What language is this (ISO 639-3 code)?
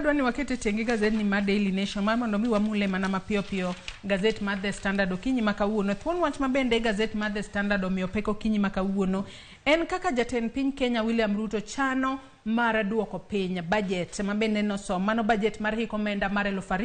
luo